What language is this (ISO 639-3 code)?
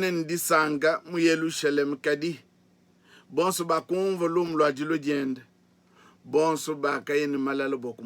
lua